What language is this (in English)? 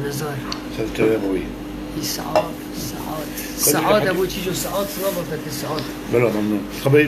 Kurdish